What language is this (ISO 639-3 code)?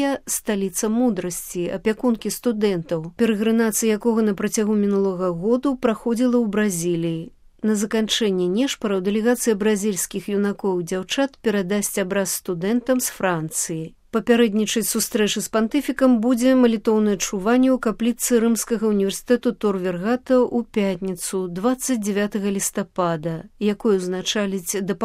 bel